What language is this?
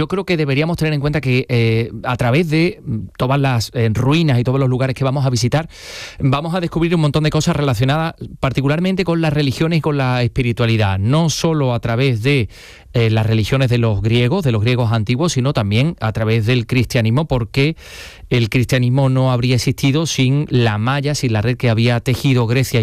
Spanish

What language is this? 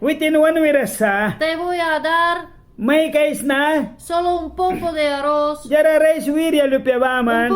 Mískito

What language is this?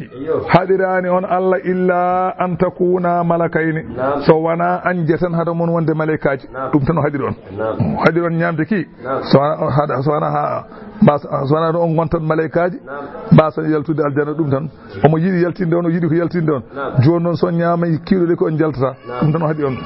Fula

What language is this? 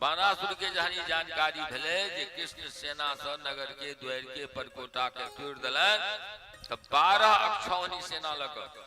Maithili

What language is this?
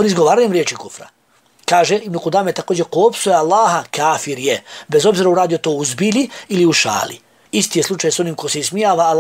Bosnian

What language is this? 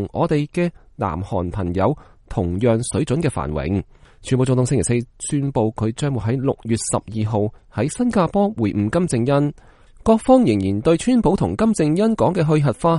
Cantonese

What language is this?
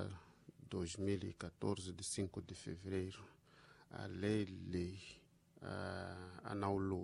Tsonga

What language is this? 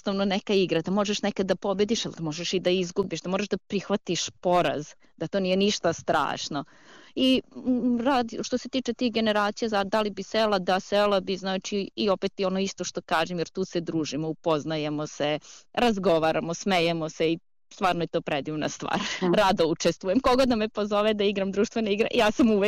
Serbian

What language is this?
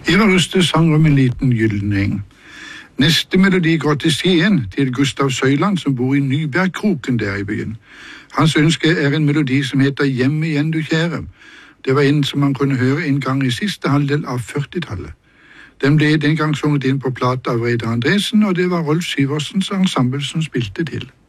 Norwegian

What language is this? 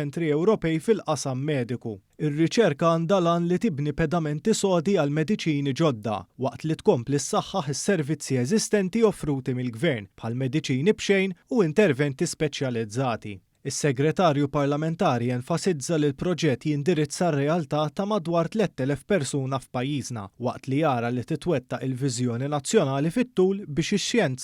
Maltese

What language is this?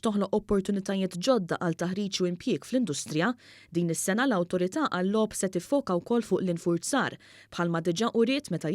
Maltese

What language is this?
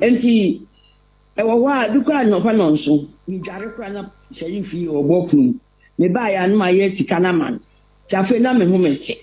Akan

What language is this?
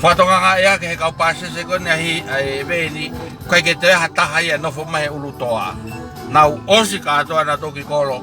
Tongan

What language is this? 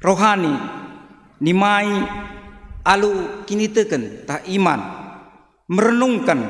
Batak Karo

